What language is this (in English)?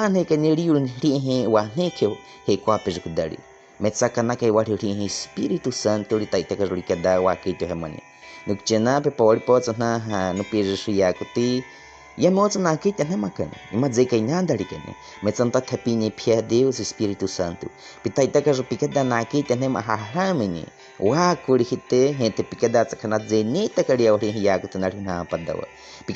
Baniwa